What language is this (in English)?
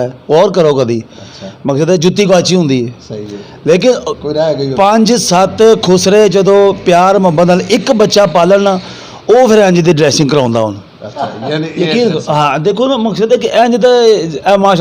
Western Panjabi